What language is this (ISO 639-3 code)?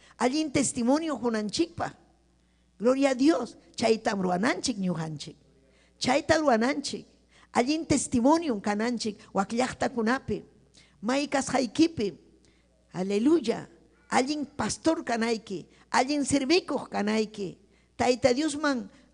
quy